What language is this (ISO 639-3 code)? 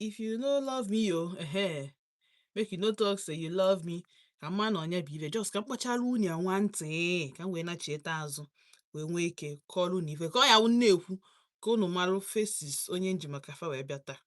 ibo